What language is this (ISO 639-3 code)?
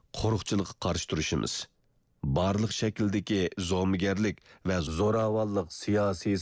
uig